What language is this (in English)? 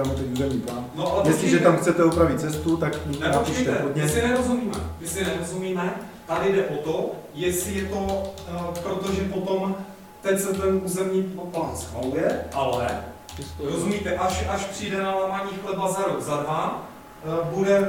Czech